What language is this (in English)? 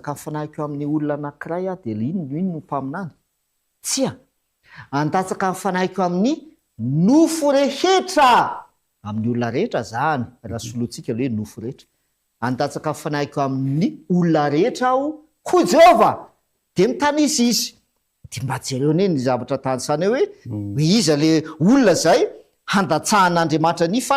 Malagasy